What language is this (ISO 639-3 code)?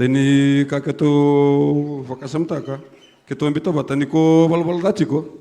fij